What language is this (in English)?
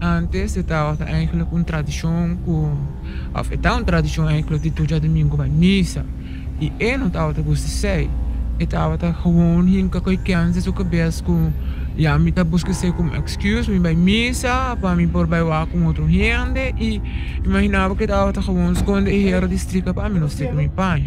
Papiamento